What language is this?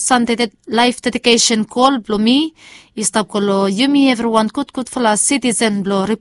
Bislama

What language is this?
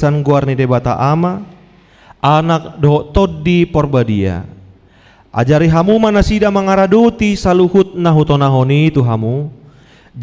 Batak Toba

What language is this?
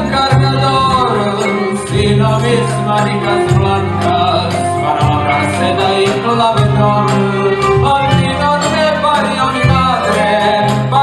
Ladino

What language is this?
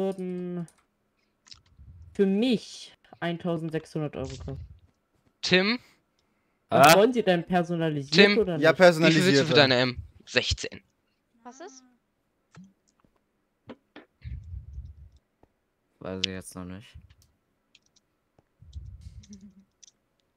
German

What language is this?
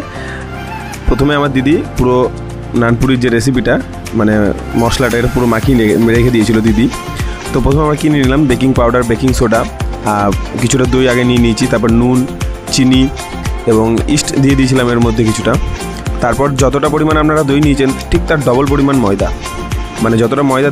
Bangla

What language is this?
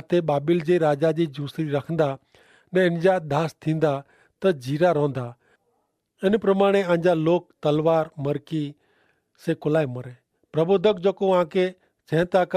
Kachhi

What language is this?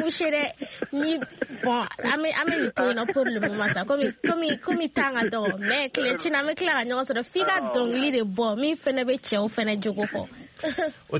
Bambara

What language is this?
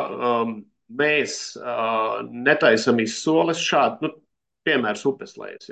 Latvian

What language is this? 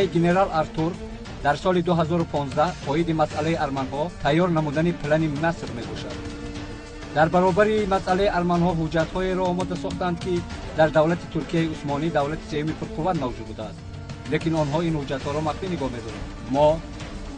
Tajik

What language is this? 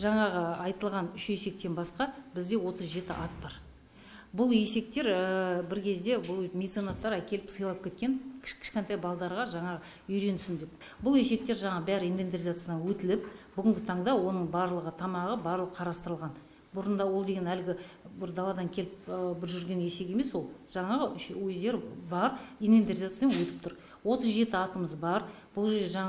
Kazakh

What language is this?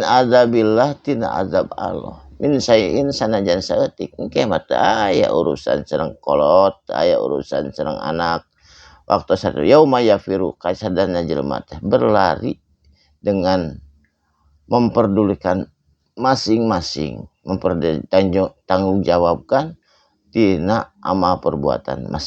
Sundanese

